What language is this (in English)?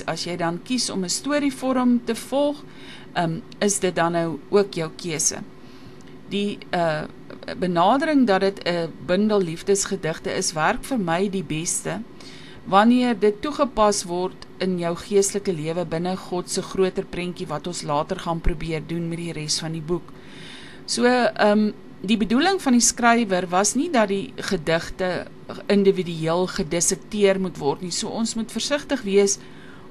Afrikaans